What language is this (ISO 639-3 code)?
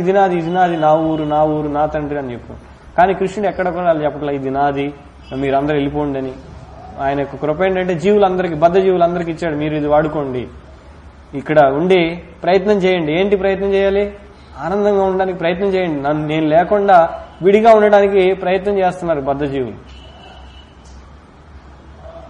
tel